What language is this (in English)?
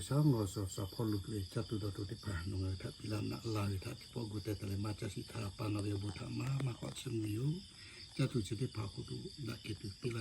Lahu